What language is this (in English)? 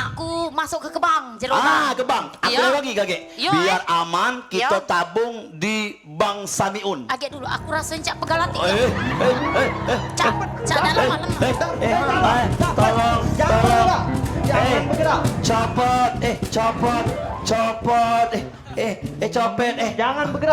Musi